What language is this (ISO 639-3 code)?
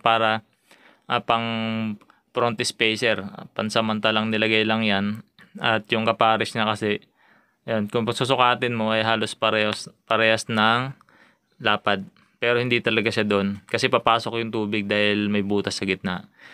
fil